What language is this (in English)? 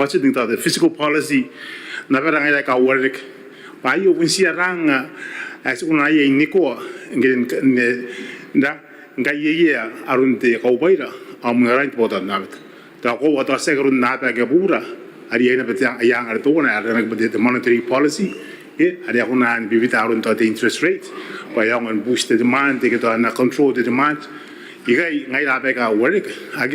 Gilbertese